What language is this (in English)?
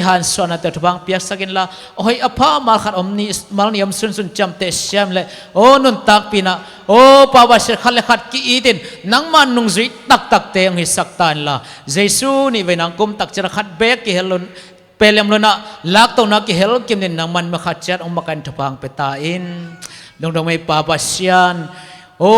Tedim Chin